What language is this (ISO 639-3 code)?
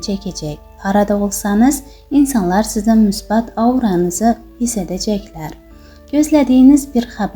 aze